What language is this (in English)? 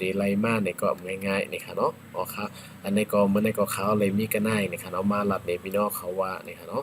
Shan